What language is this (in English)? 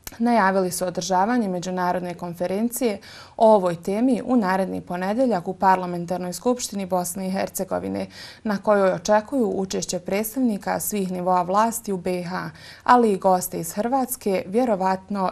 Bosnian